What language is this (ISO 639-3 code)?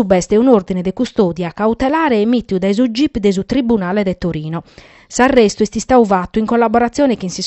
srd